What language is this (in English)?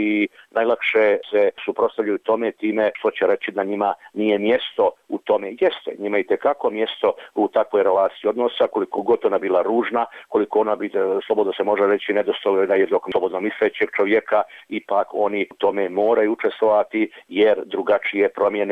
Croatian